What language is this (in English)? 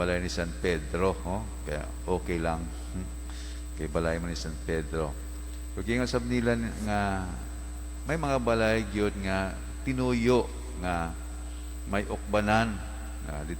Cebuano